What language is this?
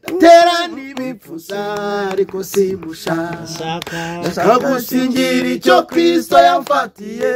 Kinyarwanda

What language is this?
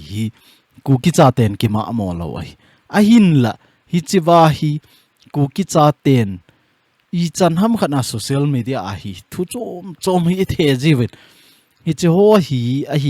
Thado Chin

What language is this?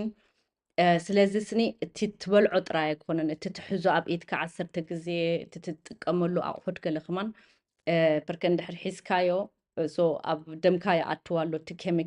Tigrinya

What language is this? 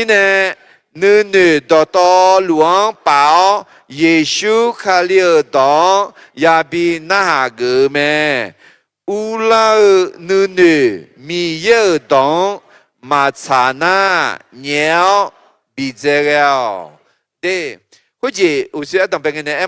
Akha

